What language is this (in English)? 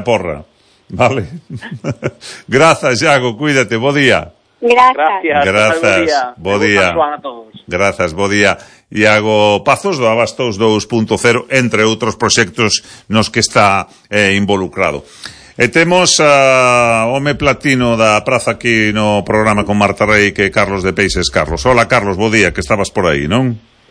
Galician